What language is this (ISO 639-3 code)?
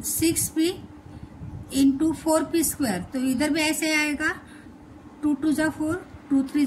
hin